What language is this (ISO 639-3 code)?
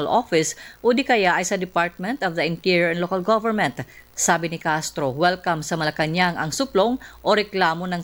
fil